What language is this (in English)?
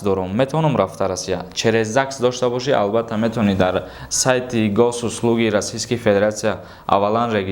Tajik